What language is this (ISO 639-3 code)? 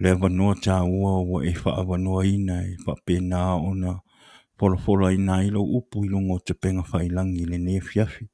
smo